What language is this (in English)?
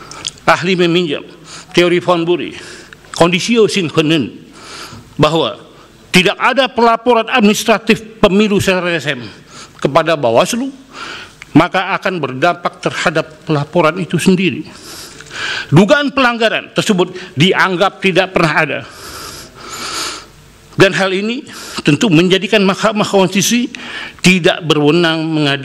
Indonesian